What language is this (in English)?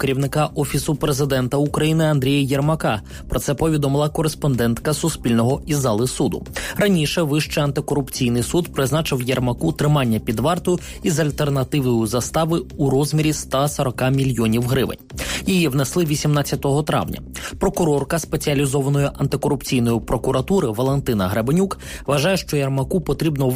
Ukrainian